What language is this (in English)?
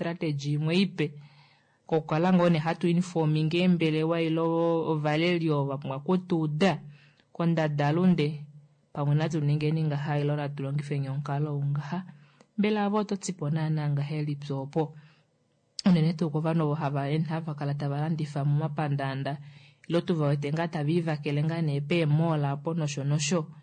Kuanyama